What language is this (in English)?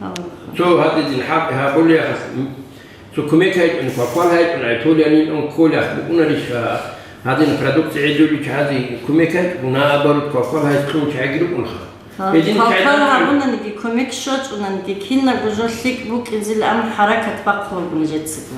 Avaric